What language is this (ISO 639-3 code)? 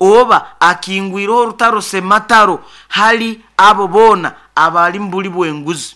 nyo